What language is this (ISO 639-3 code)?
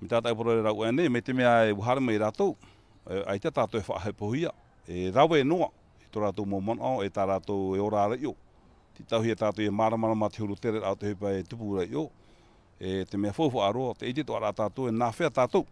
tah